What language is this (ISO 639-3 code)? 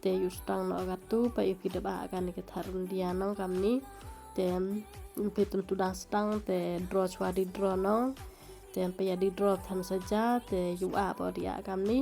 kha